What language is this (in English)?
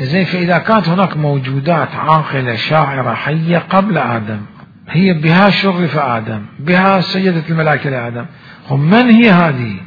Mesopotamian Arabic